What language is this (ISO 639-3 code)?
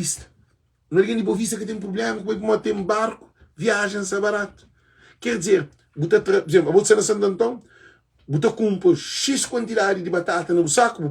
kea